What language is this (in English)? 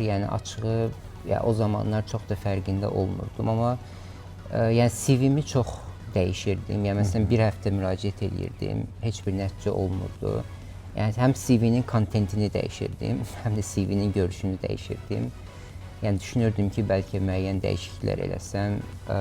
Azerbaijani